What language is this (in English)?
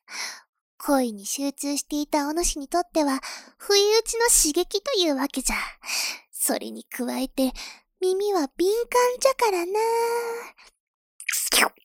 Japanese